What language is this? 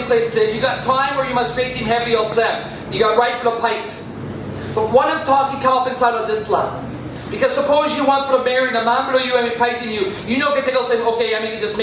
Tok Pisin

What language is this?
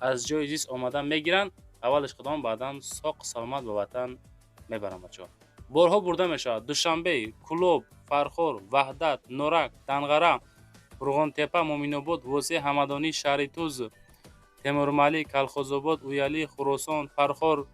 Tajik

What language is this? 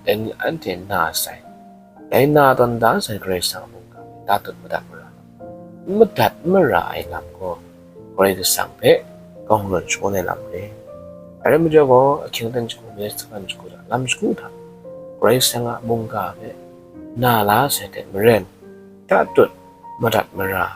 Kachin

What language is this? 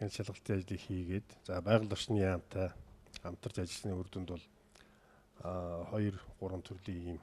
Mongolian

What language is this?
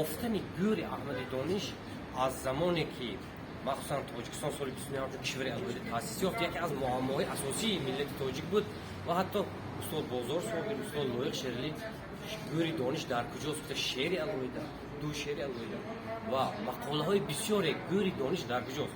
Tajik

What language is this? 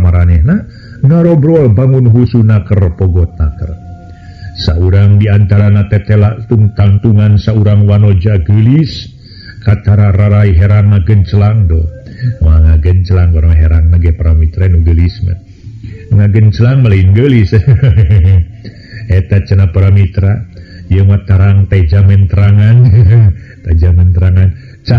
Sundanese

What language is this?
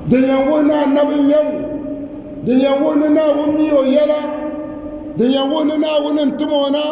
Dagbani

